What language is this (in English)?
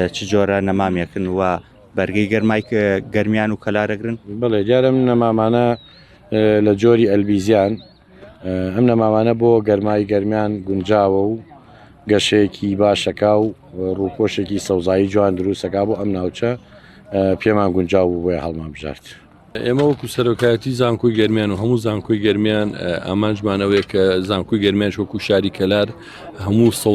Central Kurdish